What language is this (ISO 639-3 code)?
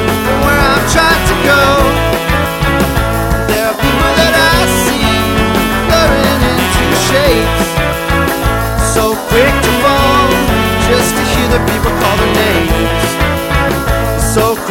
eng